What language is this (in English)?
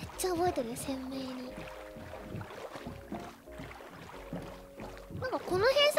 Japanese